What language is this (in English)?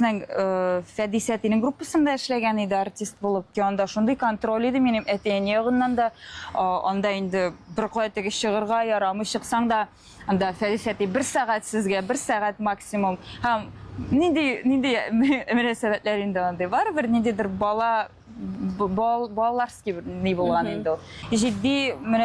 Tatar